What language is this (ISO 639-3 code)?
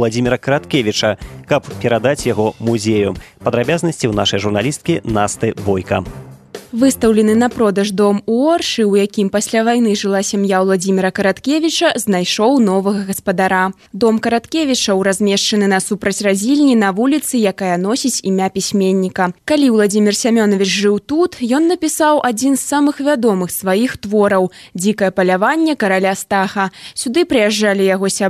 bel